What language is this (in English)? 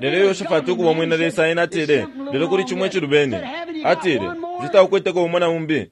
Bemba